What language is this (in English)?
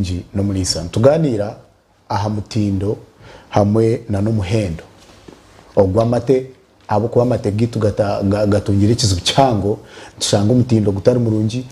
Nyankole